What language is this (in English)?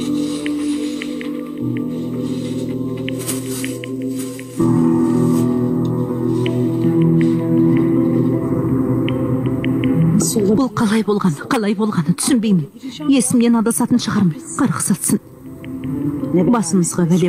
Kazakh